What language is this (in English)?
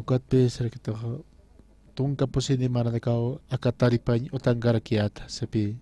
Aymara